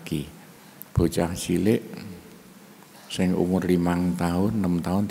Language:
Javanese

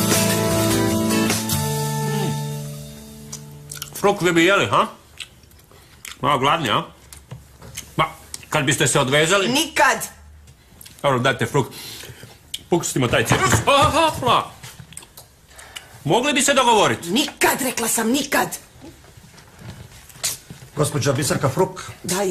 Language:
Croatian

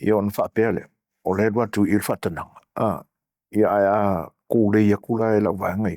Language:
Samoan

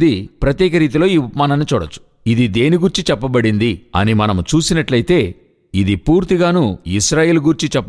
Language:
Telugu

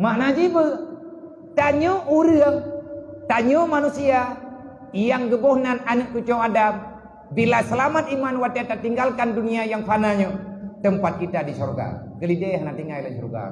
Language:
Achinese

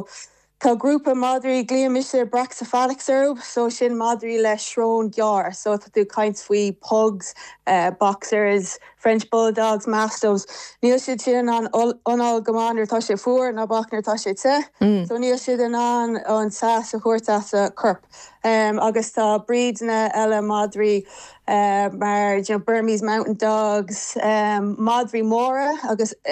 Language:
Irish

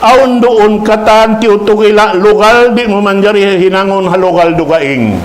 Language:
Tausug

